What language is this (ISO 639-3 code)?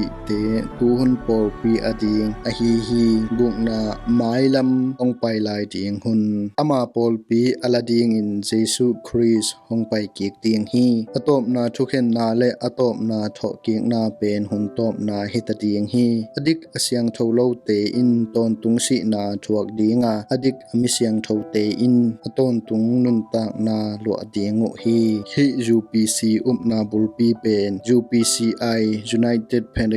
ctd